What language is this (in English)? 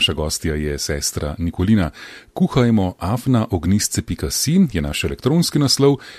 Slovenian